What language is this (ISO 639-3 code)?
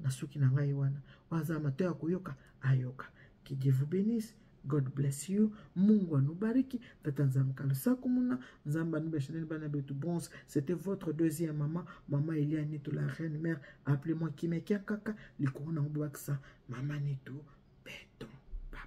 lin